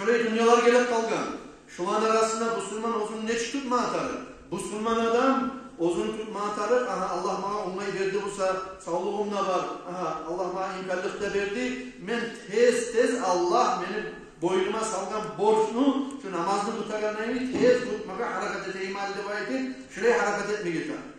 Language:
Kumyk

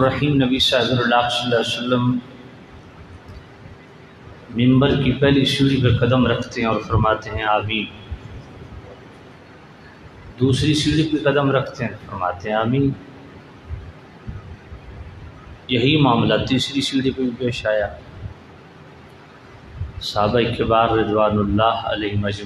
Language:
Urdu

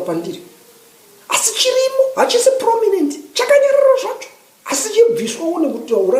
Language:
Shona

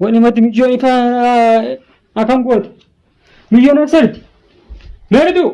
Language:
Oromo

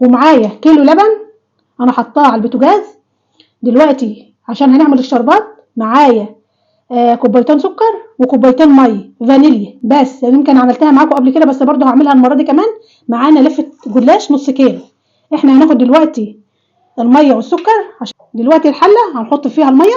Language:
Egyptian Arabic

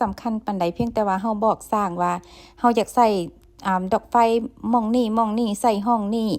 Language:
Lao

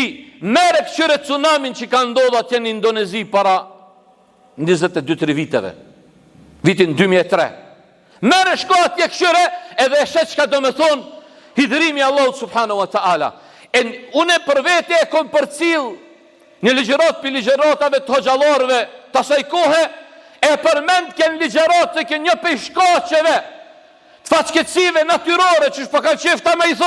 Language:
Albanian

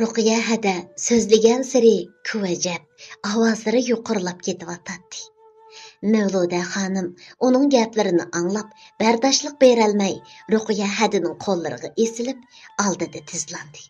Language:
Uyghur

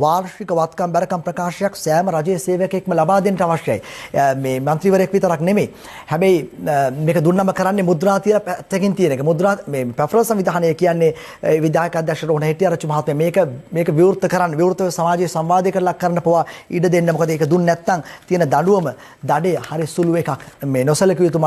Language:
Sinhala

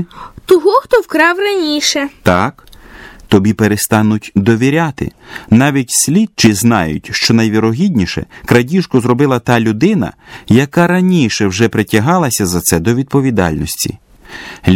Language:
Ukrainian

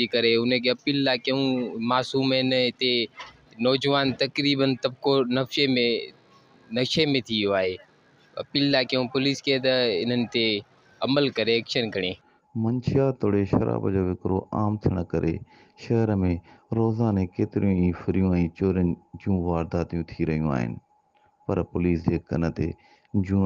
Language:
Sindhi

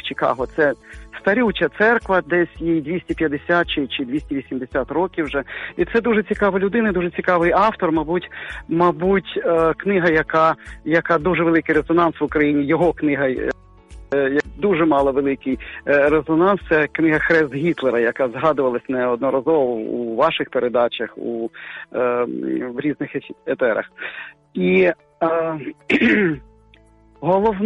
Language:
Ukrainian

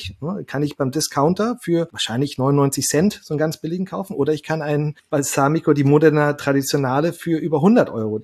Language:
German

